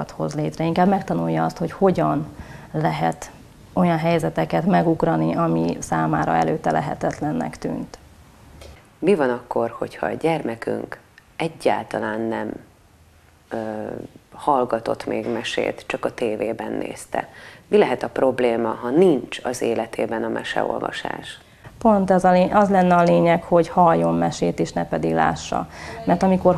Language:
Hungarian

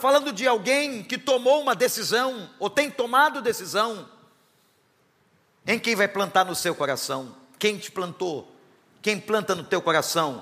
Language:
Portuguese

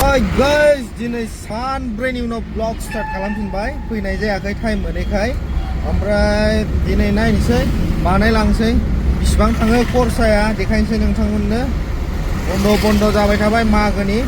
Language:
Bodo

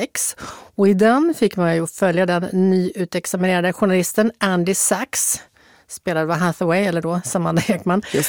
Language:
Swedish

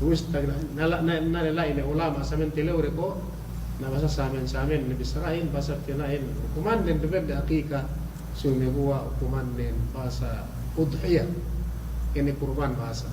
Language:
Yakan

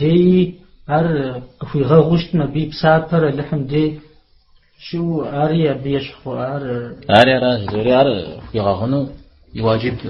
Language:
Kabardian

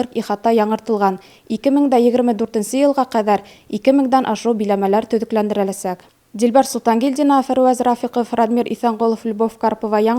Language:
Bashkir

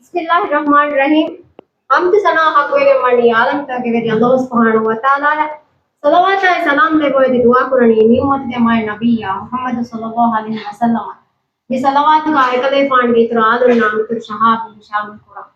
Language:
Divehi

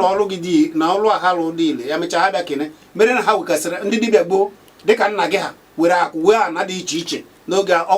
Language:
Igbo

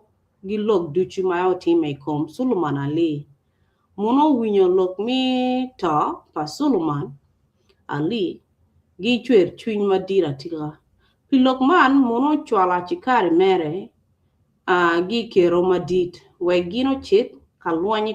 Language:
Acoli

